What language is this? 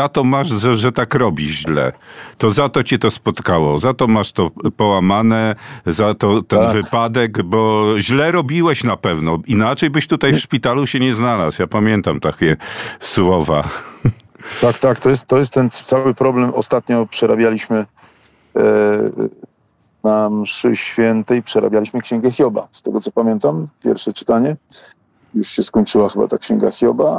Polish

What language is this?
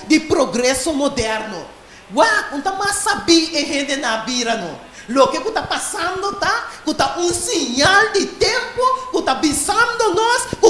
Papiamento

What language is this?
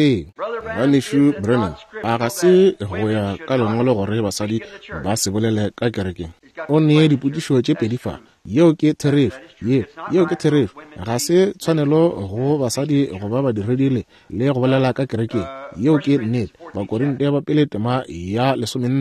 Northern Sotho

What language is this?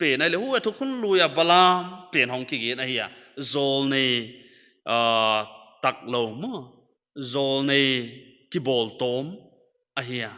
Paite Chin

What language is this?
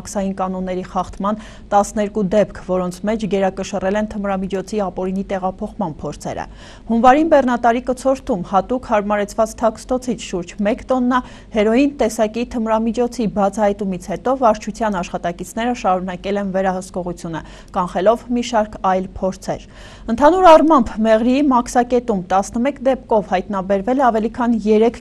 Armenian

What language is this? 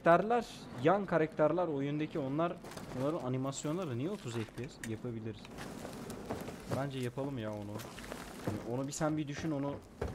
Turkish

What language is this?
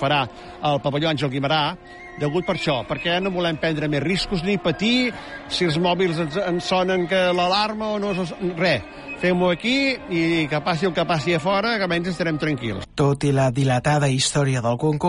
Catalan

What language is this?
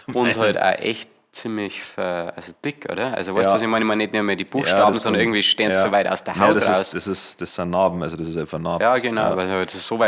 Bavarian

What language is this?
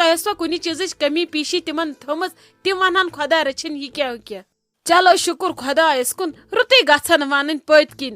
Kashmiri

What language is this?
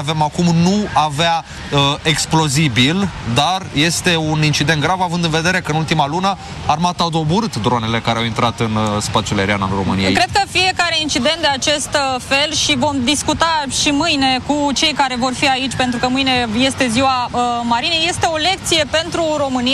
Romanian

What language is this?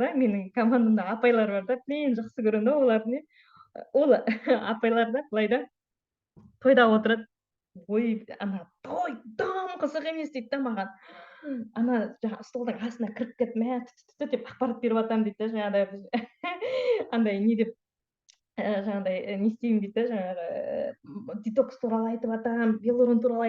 Kazakh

